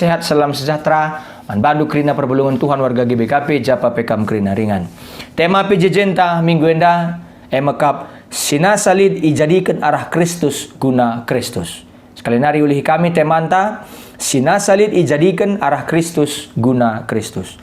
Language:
Batak Karo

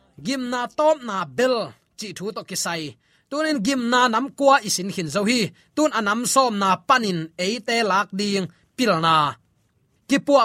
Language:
Tedim Chin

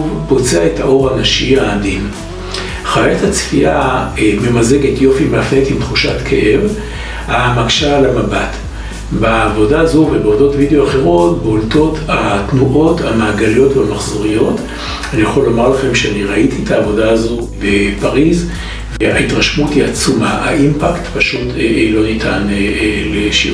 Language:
Hebrew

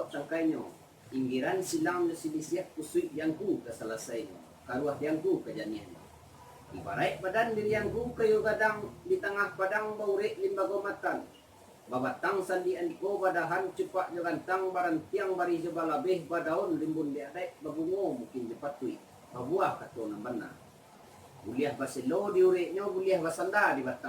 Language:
Minangkabau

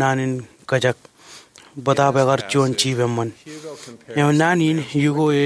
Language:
Marshallese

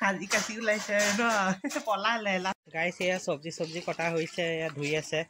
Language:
Assamese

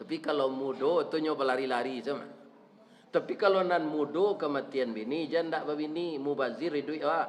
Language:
Minangkabau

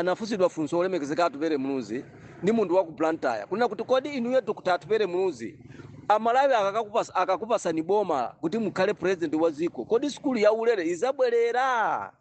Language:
Nyanja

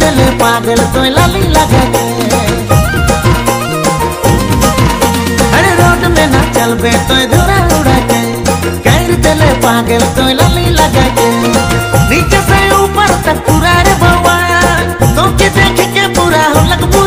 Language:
Sadri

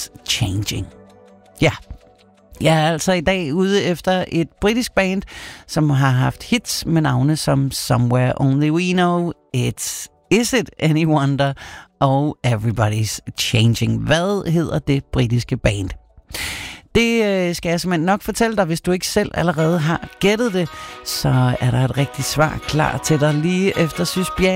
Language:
Danish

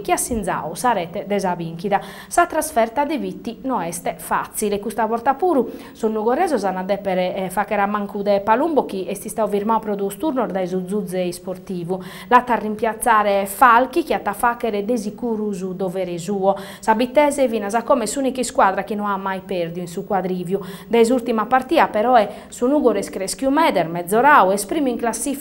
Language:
Sardinian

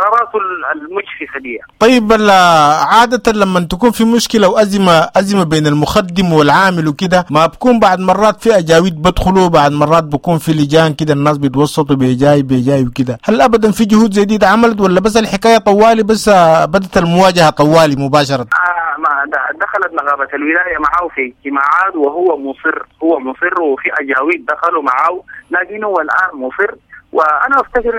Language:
Sudanese Arabic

